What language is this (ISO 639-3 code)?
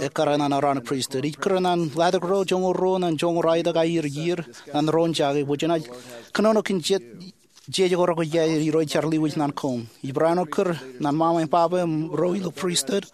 mah